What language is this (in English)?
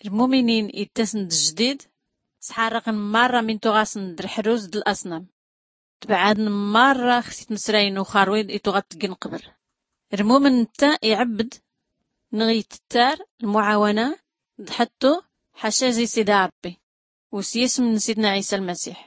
Tachelhit